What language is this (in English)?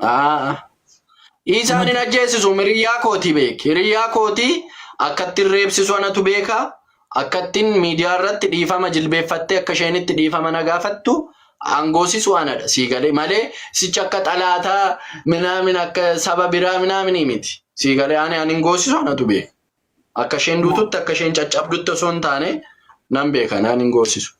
Oromo